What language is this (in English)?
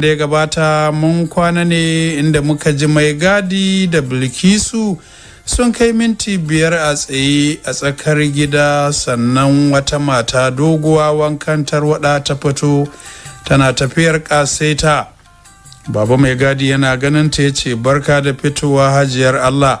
Hausa